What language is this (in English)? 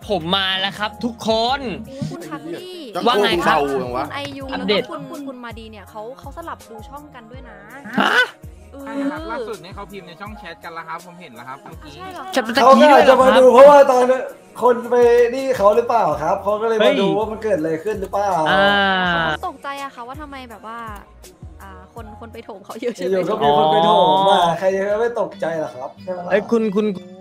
Thai